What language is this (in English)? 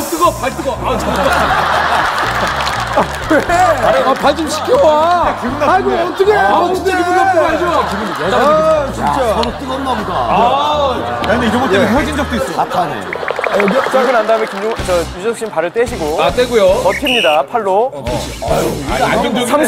Korean